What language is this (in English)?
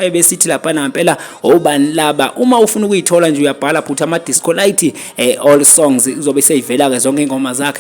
Zulu